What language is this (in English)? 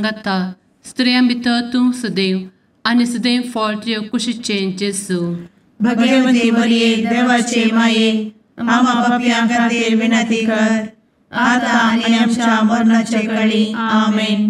Konkani